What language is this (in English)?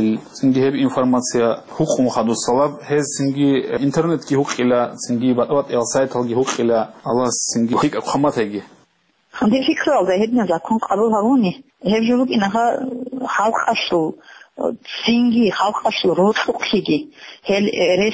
Avaric